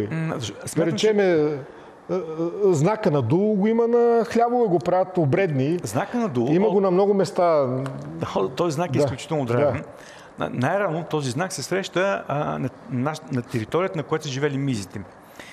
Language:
Bulgarian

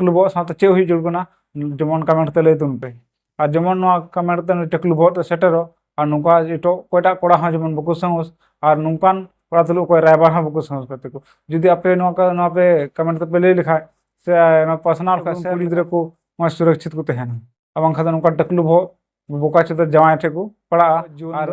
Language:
Santali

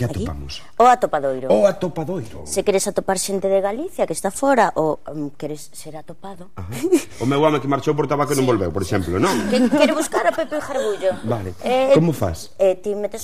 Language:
Galician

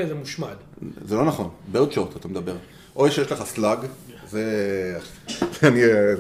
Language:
Hebrew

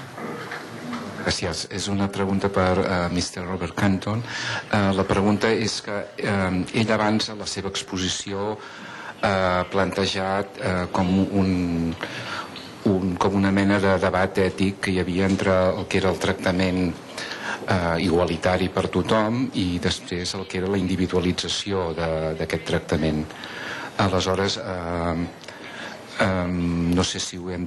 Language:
Catalan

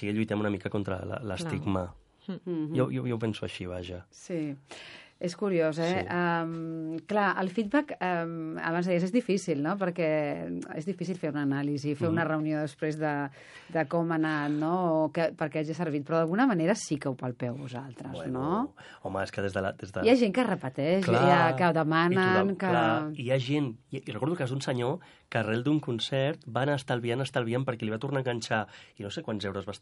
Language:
Catalan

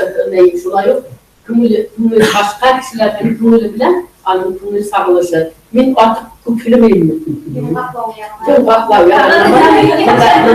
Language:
Bashkir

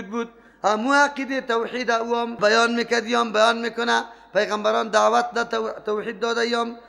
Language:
Persian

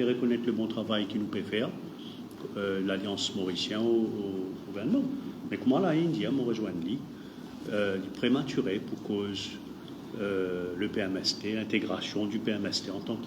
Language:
Morisyen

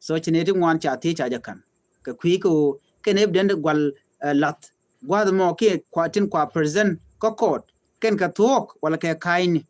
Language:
Nuer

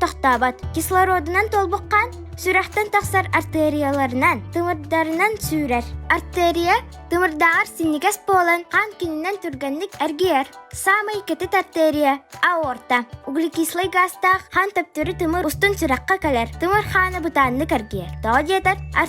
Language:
Yakut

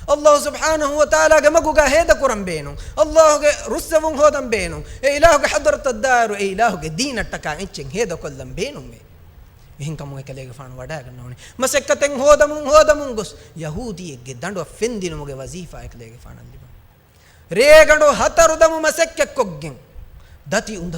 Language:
Divehi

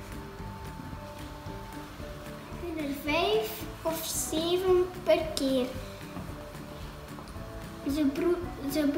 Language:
Dutch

